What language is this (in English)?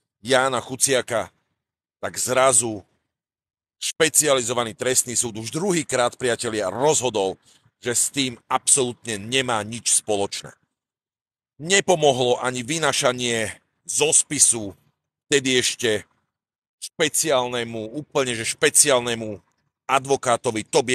Slovak